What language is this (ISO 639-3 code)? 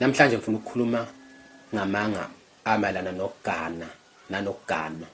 zul